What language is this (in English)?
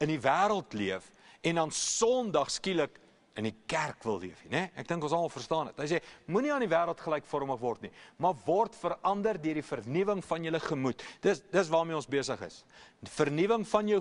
Afrikaans